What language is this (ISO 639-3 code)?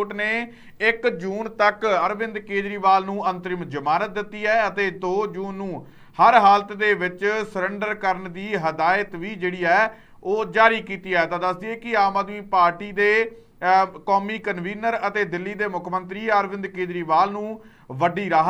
pan